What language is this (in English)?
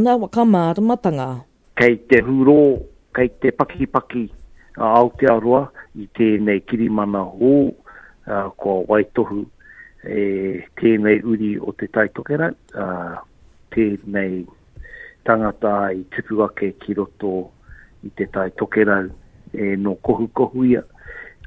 Māori